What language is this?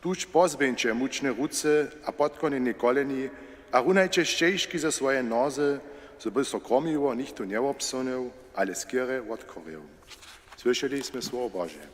Upper Sorbian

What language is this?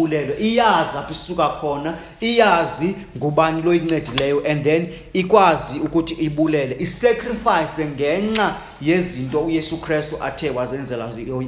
Xhosa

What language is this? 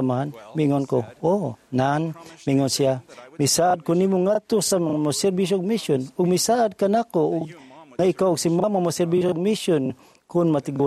Cebuano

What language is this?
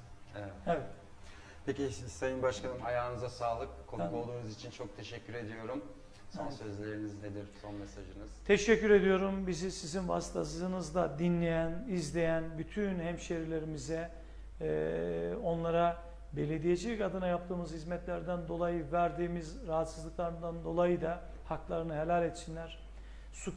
Turkish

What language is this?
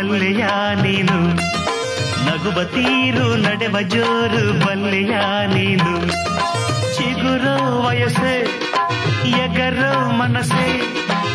Kannada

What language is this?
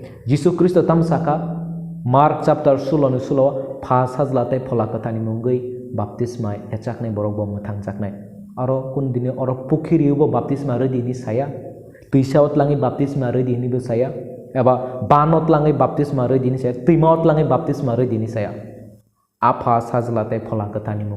Kok Borok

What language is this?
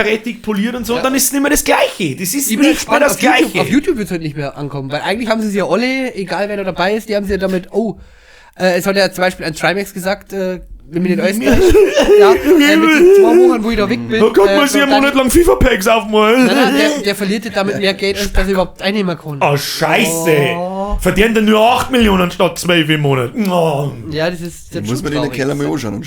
Bavarian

